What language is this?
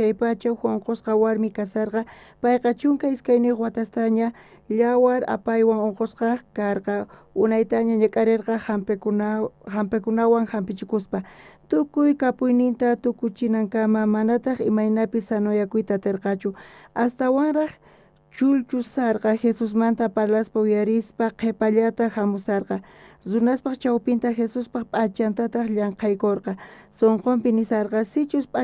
South Bolivian Quechua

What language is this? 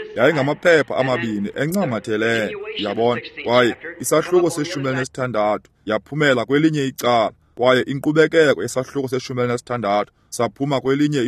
Xhosa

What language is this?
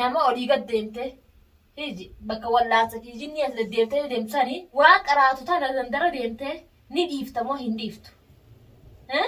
Oromo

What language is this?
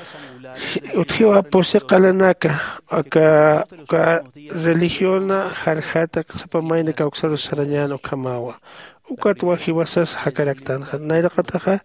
Aymara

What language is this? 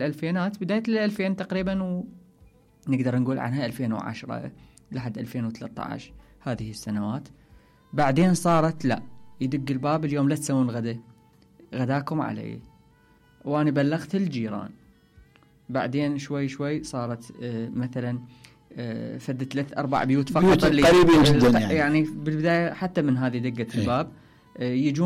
Mesopotamian Arabic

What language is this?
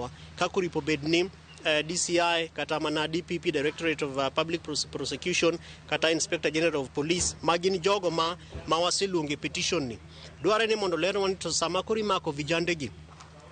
Luo (Kenya and Tanzania)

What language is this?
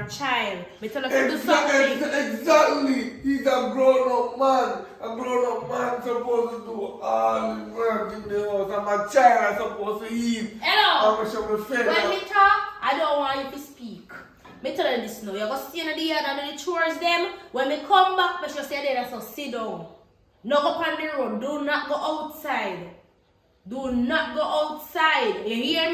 Jamaican Creole English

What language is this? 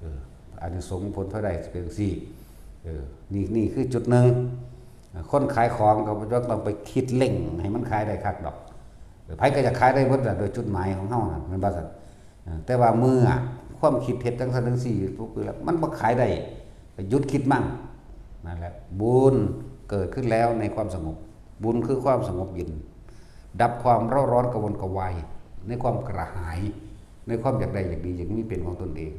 Northeastern Thai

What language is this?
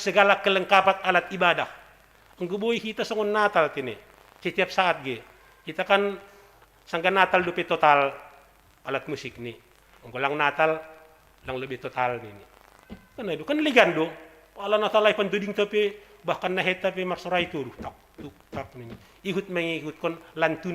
Batak Simalungun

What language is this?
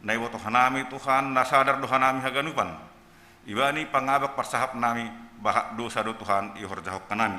Batak Simalungun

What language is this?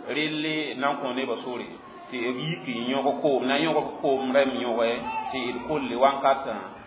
Mossi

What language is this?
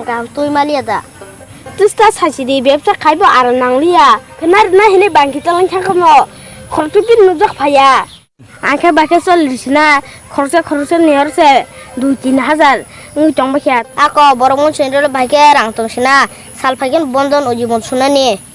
Kok Borok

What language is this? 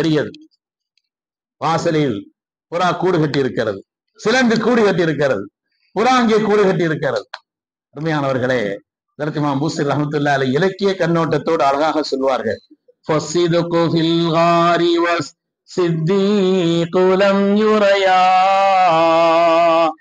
Tamil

